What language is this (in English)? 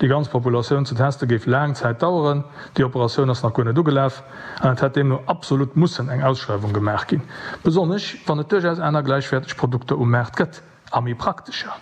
Luxembourgish